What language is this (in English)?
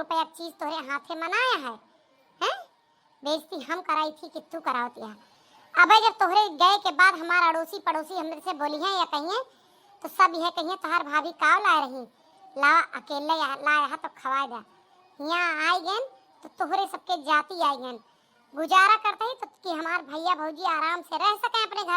Awadhi